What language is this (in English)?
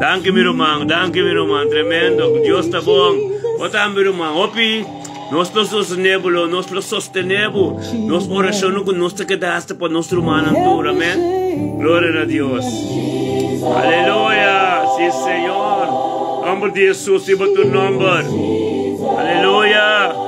Papiamento